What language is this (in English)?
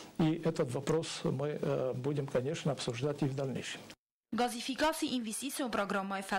Ossetic